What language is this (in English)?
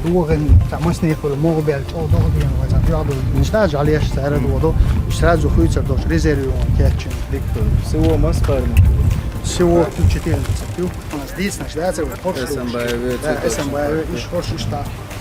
Chechen